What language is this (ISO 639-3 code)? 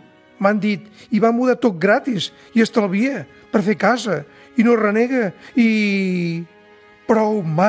cat